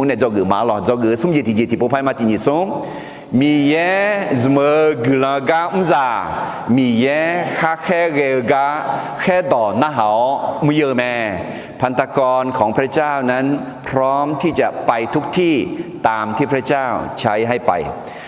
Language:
Akha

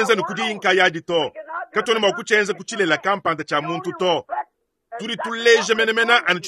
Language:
Luba-Lulua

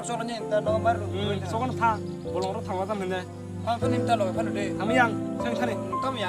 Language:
Kok Borok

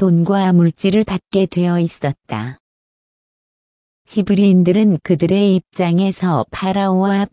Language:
Korean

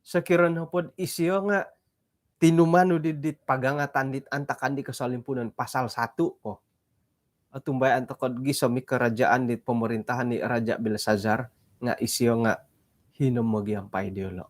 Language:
Central Dusun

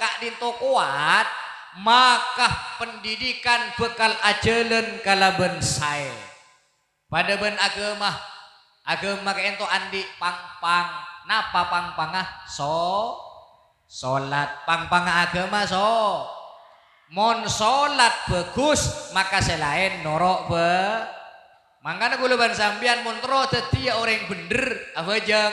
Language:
Madurese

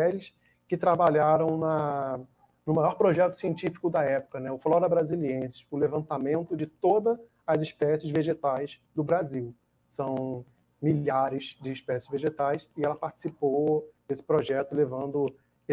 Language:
Portuguese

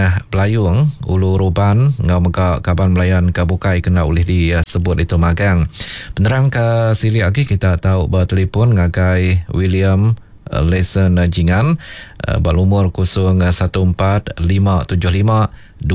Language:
Iban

